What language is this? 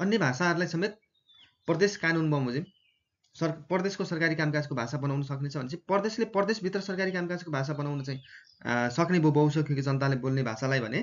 Nepali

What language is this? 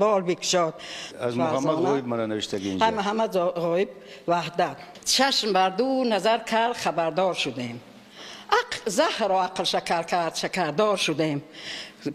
Tajik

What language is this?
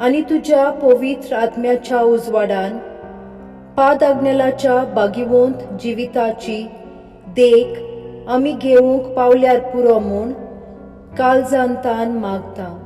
Konkani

